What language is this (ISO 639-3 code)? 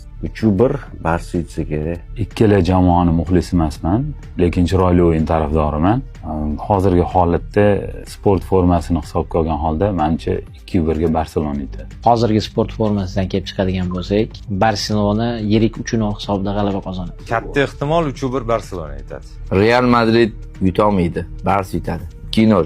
uzb